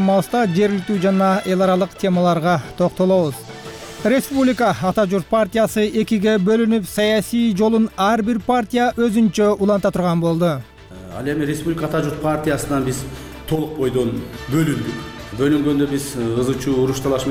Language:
Kyrgyz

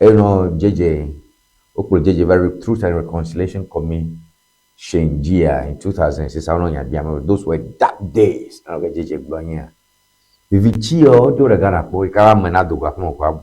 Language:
Ewe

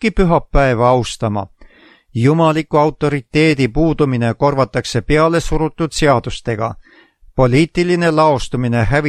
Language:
Estonian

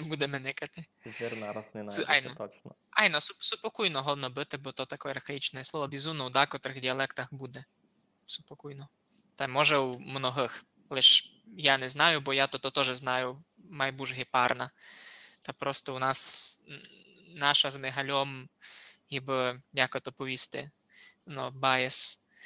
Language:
Rusyn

